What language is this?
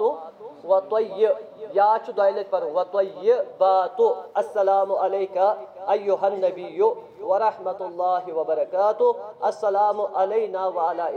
Kashmiri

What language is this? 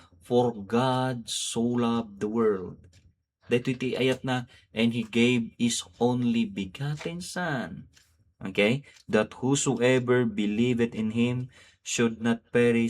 Iloko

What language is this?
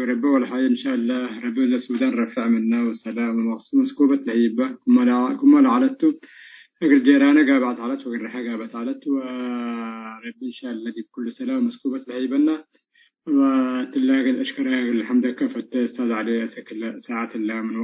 Tigre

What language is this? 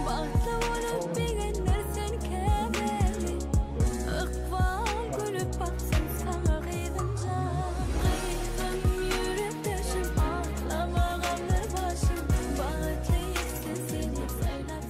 Turkmen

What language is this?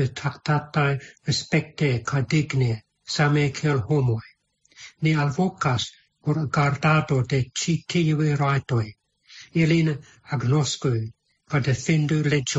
Esperanto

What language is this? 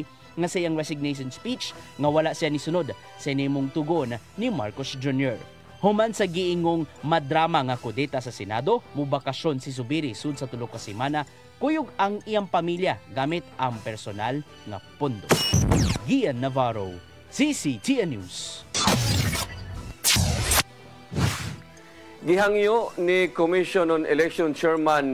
Cebuano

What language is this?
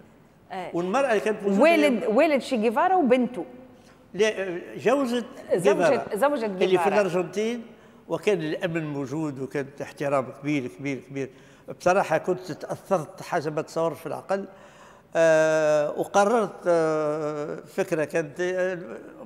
Tunisian Arabic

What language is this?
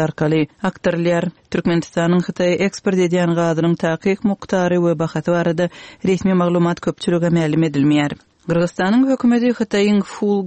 Turkmen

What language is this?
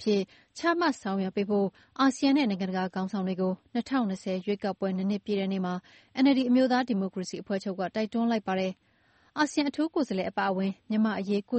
Burmese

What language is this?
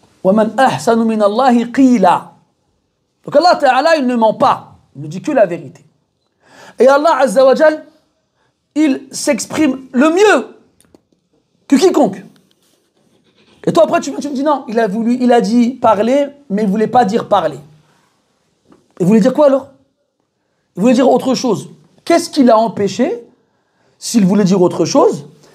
French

